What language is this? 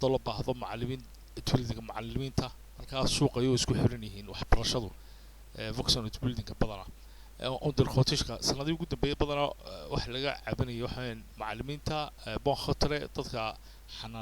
Somali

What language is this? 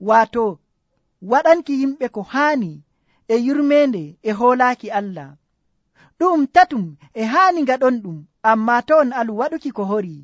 Nigerian Fulfulde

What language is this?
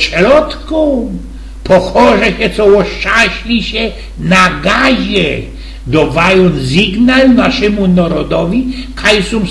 Silesian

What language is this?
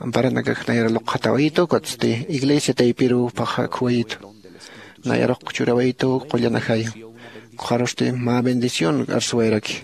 Aymara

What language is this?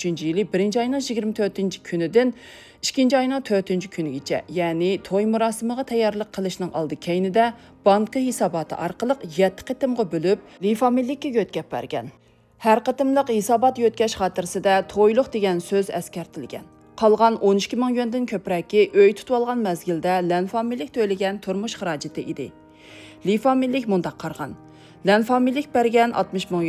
Uyghur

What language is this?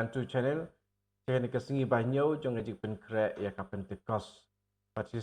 Khasi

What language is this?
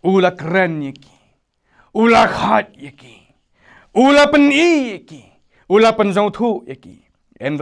Khasi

